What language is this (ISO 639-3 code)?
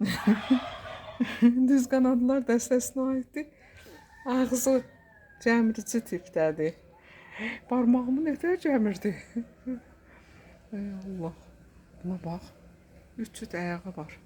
aze